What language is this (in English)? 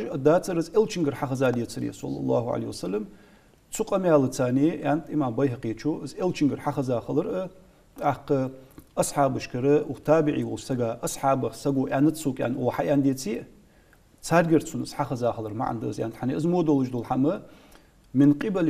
Ingush